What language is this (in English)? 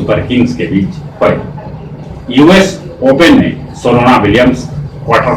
Magahi